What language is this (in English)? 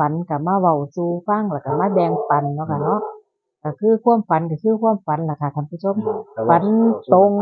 Northeastern Thai